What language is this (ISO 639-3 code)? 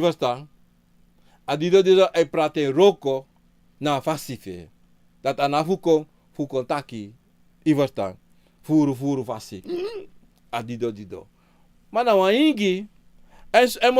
srn